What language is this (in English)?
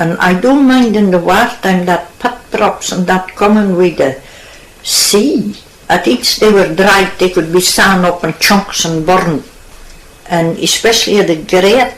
Scots